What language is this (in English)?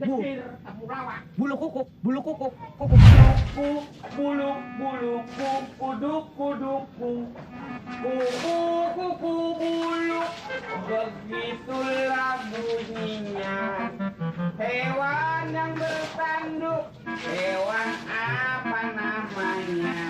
Betawi